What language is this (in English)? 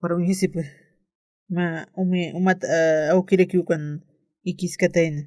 Aymara